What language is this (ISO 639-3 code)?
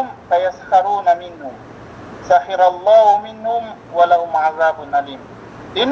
yka